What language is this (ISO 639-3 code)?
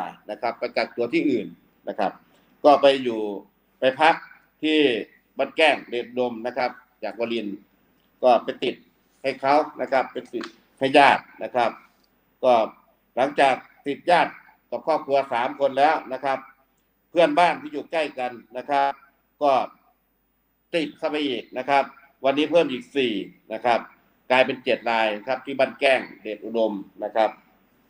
tha